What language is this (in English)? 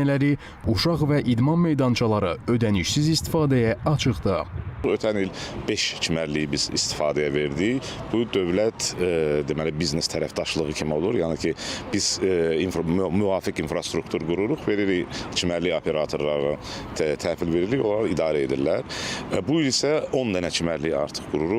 Azerbaijani